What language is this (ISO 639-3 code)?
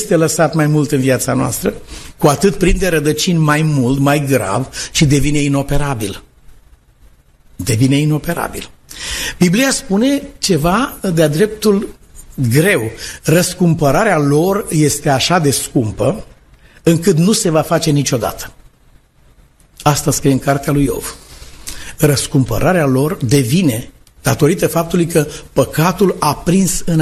ron